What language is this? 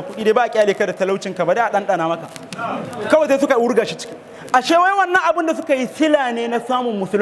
Hausa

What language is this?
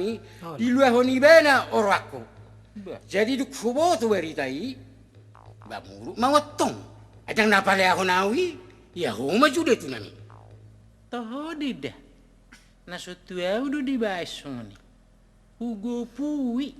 Batak Toba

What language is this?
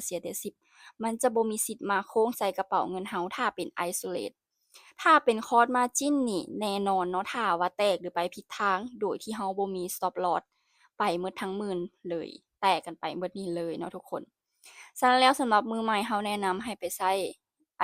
Lao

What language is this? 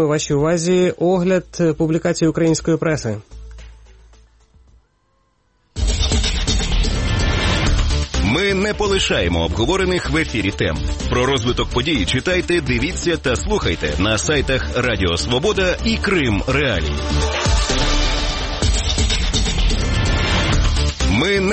Ukrainian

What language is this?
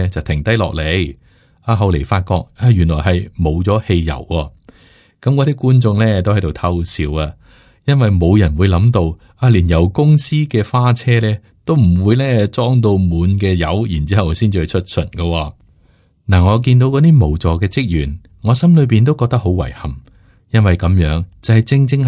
Cantonese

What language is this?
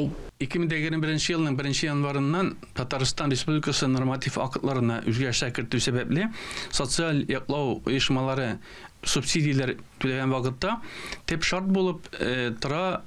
Tatar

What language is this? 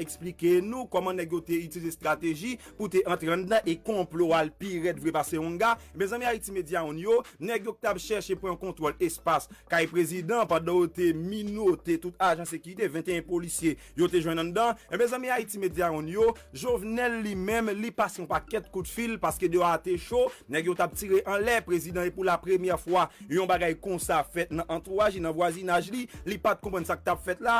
Haitian Creole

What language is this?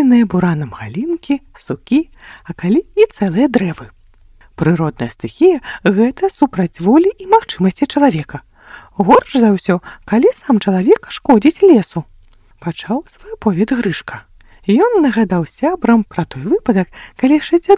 Belarusian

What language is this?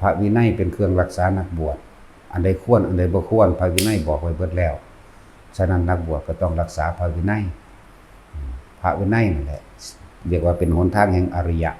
Northeastern Thai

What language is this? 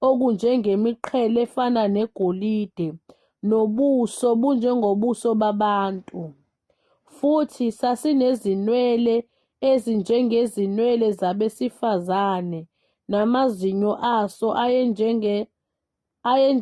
Zulu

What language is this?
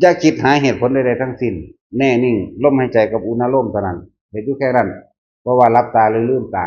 Northeastern Thai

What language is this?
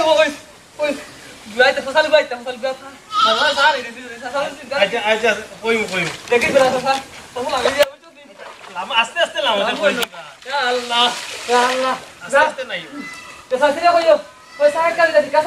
Sylheti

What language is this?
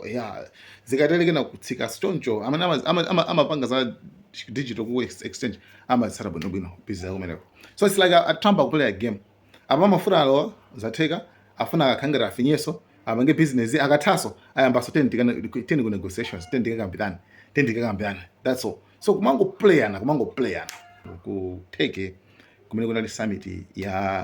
Nyanja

